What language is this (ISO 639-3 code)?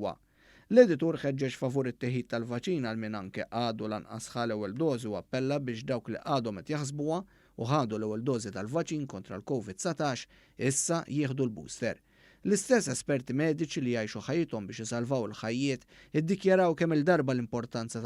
mlt